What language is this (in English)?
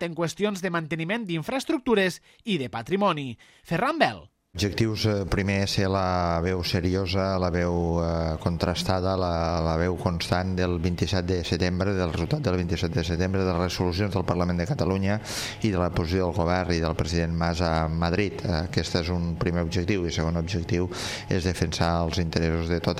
Catalan